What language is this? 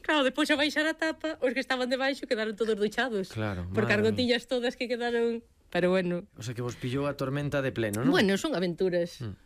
Galician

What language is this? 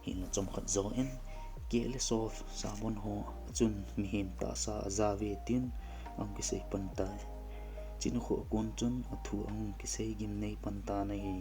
Thado Chin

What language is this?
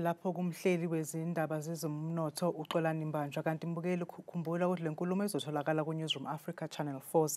Zulu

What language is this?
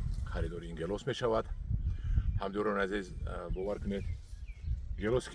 Tajik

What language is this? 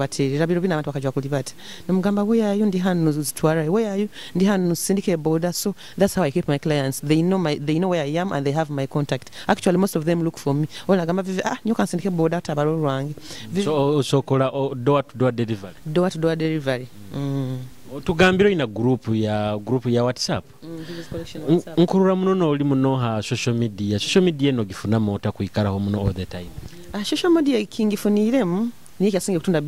Nyoro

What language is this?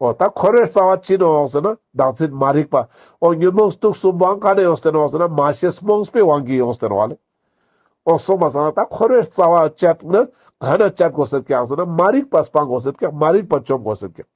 Ladakhi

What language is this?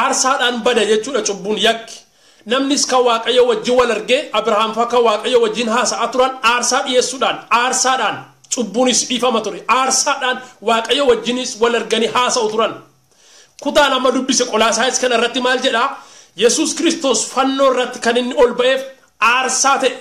Oromo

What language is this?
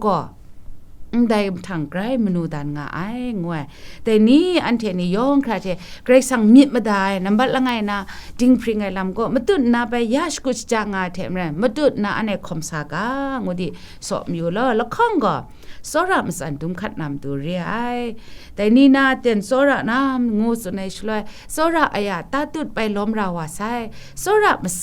Kachin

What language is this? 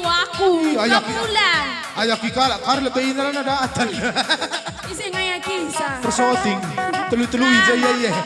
Batak Karo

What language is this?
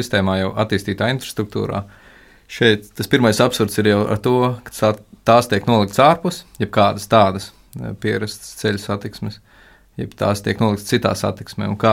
Latvian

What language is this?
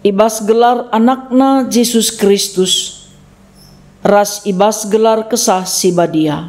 Batak Karo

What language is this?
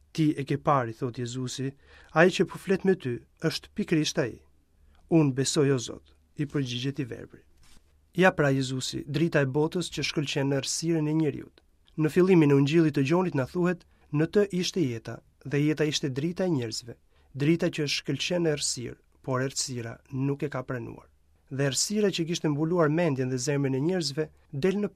Albanian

